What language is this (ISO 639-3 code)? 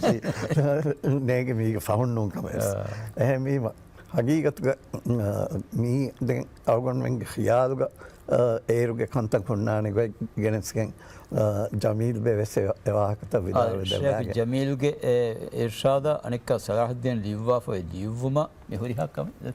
div